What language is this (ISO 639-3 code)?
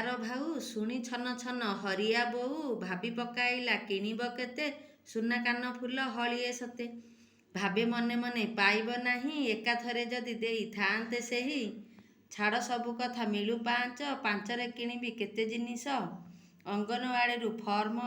ori